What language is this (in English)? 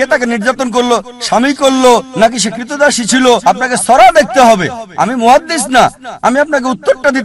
Bangla